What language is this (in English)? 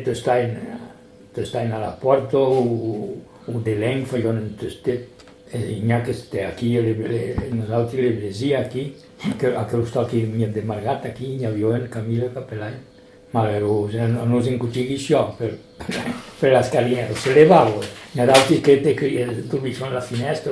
Occitan